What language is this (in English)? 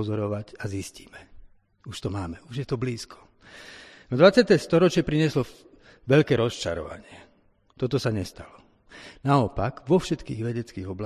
Slovak